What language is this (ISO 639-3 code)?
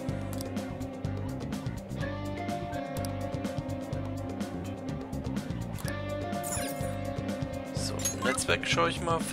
jpn